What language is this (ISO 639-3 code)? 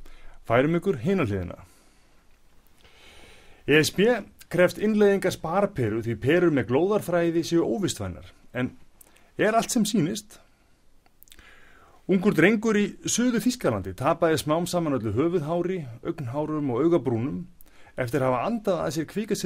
isl